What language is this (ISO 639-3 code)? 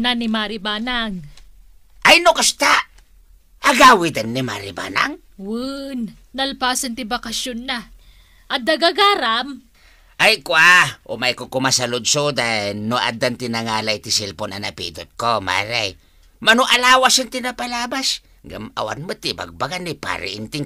ilo